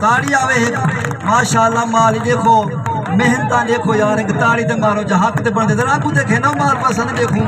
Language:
Saraiki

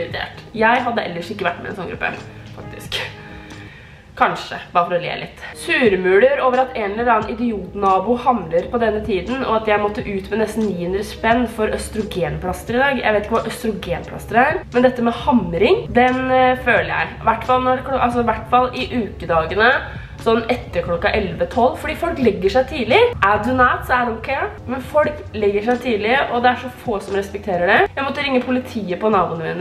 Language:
Norwegian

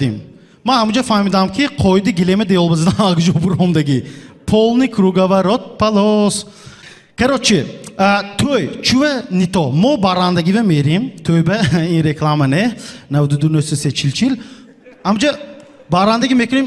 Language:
Tajik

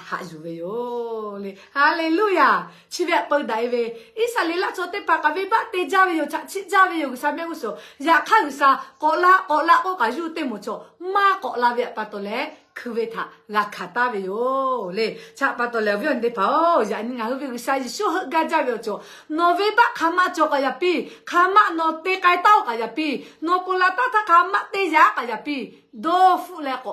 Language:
Lahu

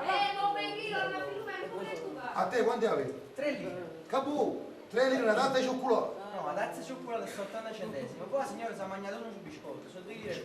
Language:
Neapolitan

